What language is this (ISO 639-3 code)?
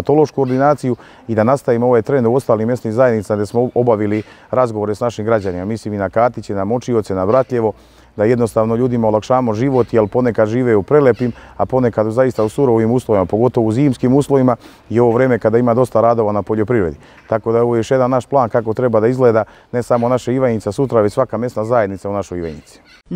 srp